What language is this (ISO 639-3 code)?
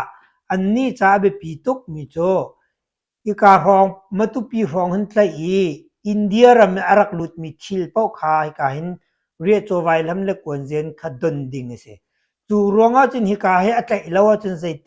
cnh